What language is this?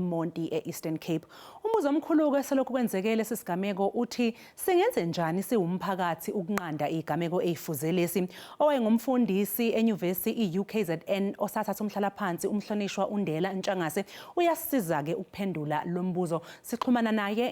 Zulu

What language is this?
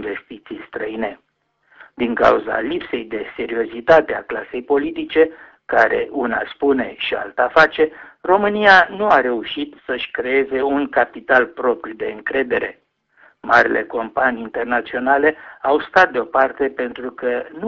Romanian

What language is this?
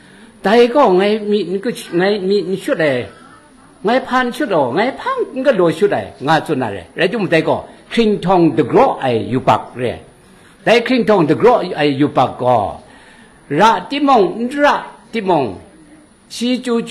Kachin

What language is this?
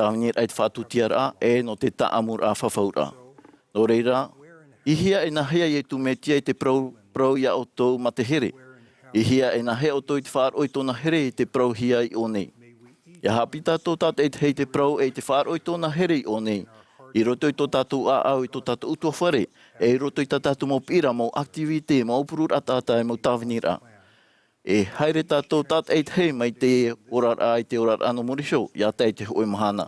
Tahitian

